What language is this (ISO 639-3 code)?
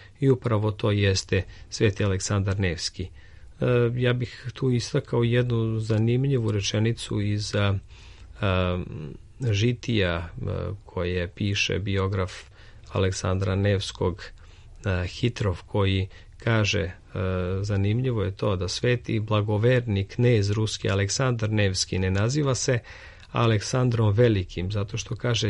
srp